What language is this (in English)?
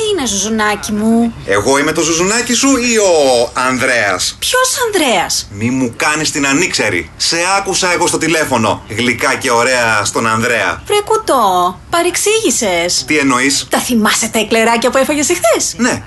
Greek